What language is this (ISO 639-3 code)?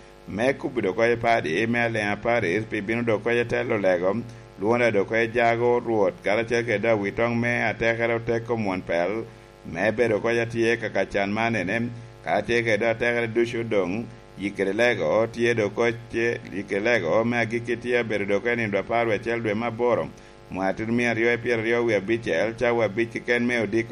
laj